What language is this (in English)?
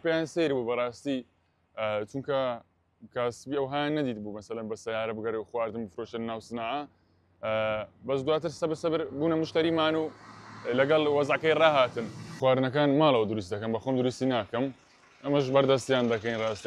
Central Kurdish